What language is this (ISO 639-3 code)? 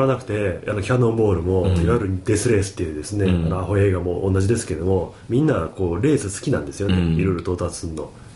jpn